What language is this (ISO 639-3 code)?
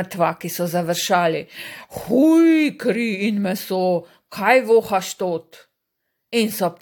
slv